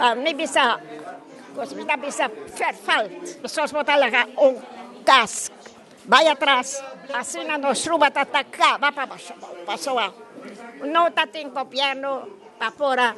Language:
Papiamento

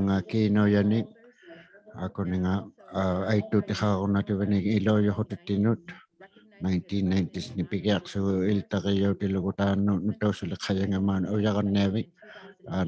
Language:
Inuktitut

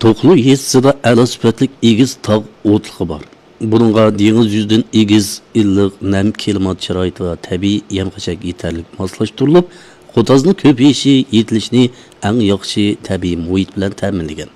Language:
Uyghur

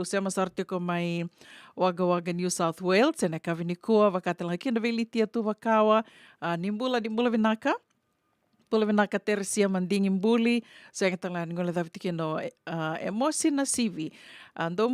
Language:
Fijian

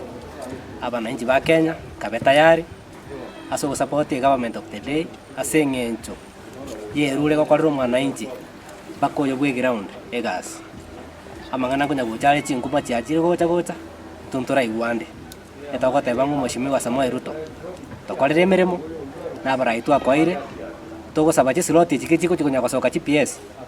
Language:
Gusii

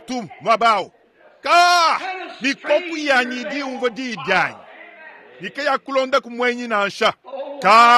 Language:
Luba-Lulua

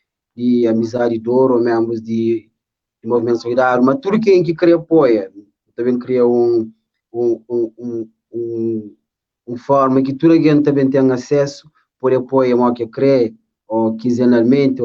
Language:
Kabuverdianu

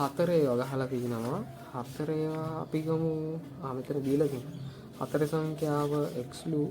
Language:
Sinhala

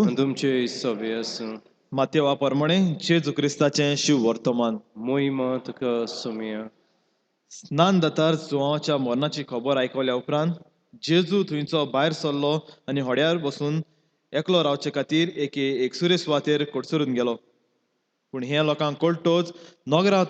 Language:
Konkani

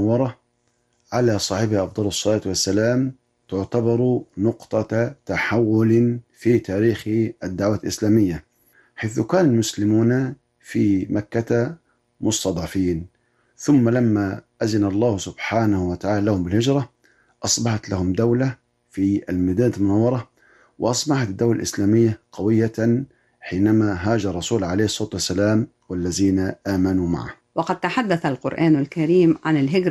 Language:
Arabic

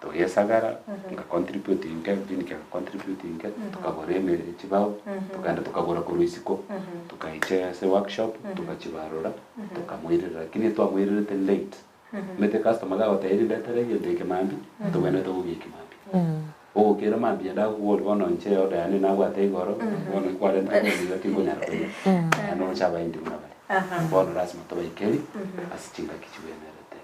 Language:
Gusii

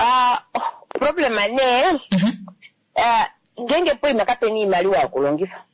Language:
Kuanyama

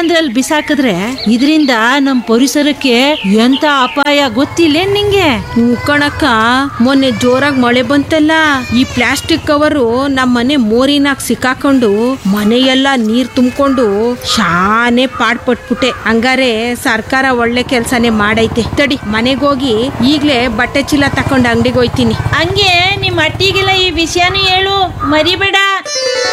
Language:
Kannada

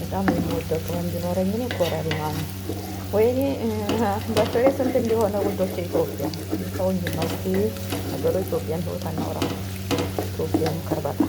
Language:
Amharic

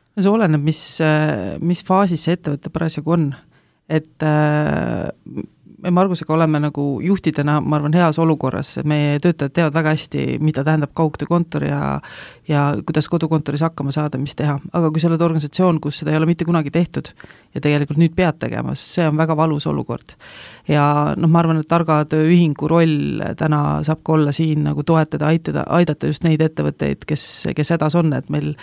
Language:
Estonian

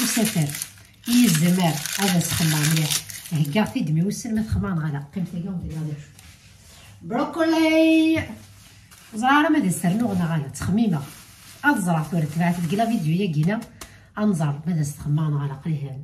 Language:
Kabyle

